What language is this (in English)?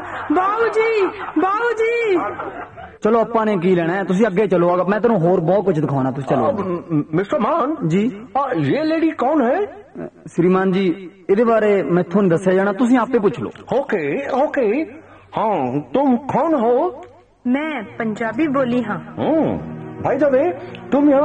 Punjabi